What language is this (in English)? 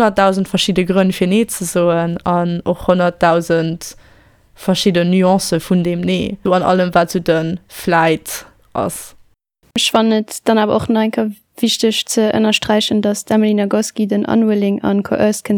Luxembourgish